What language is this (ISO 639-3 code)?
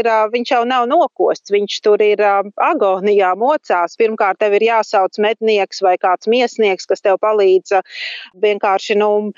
lav